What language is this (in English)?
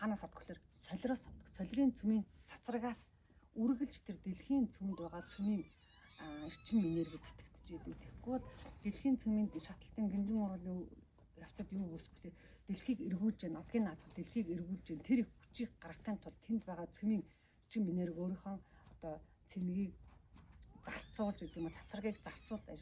Mongolian